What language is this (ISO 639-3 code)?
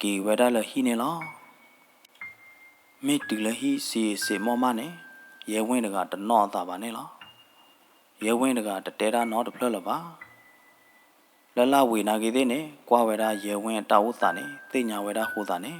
ksw